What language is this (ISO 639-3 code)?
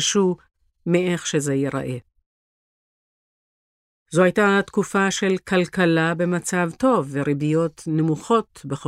heb